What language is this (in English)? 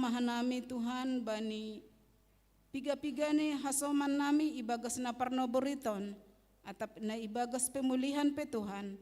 Batak Simalungun